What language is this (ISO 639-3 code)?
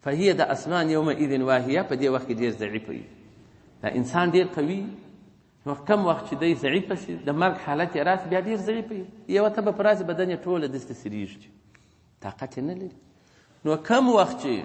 pus